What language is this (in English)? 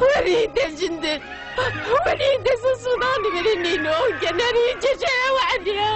Kabyle